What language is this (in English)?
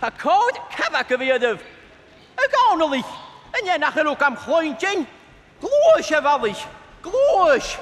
Scottish Gaelic